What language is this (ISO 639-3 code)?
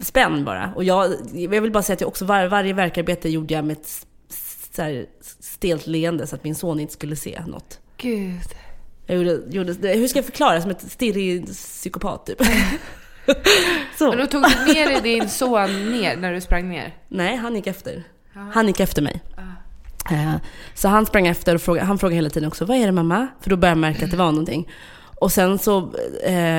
swe